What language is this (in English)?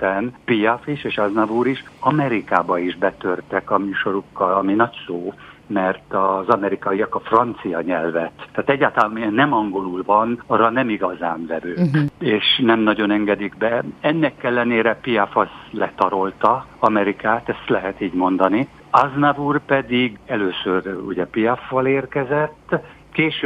Hungarian